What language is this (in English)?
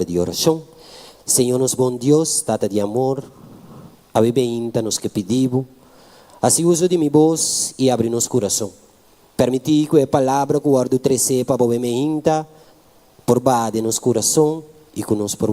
Papiamento